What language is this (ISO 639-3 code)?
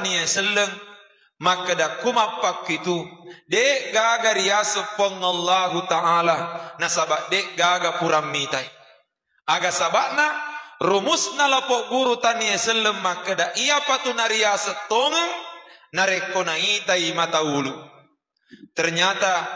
bug